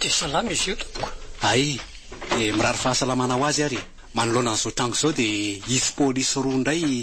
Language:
Malagasy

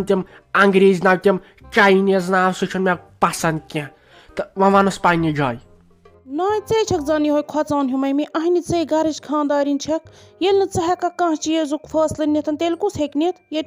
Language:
Kashmiri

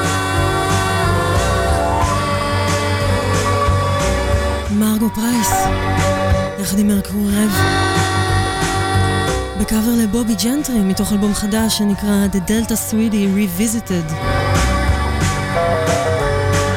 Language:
Hebrew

